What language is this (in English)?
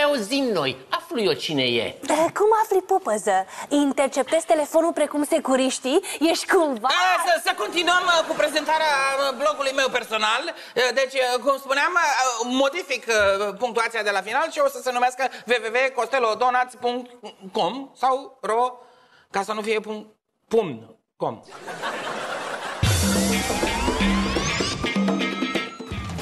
Romanian